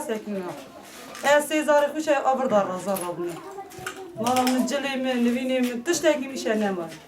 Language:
Kurdish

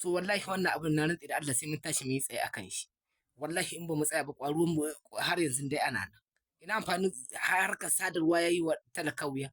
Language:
Hausa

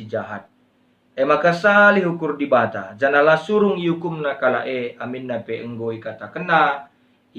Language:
Batak Karo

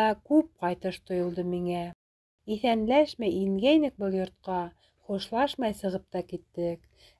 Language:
Bashkir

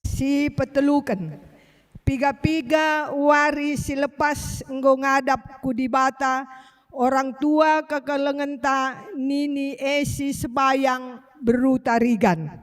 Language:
Batak Karo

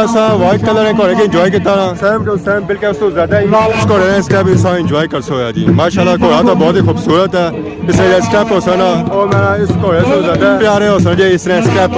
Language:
Pahari-Potwari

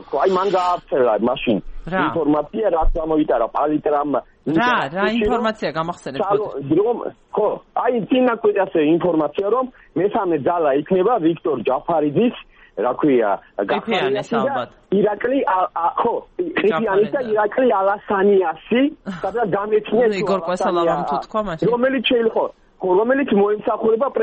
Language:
Georgian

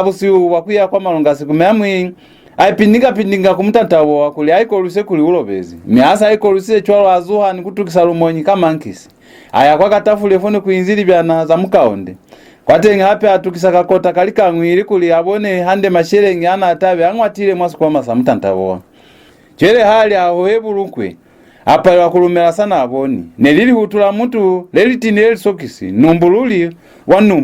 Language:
Lozi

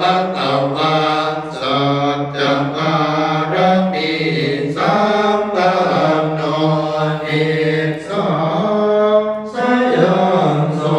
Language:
Pali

